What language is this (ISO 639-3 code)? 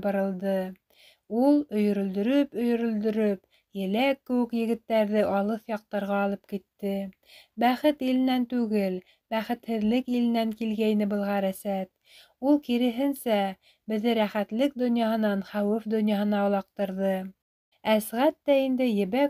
bak